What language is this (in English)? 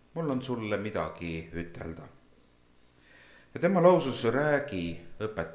Estonian